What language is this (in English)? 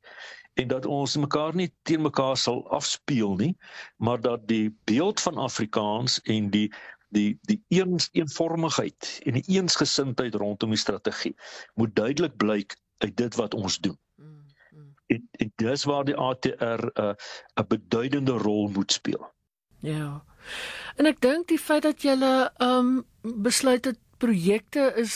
Afrikaans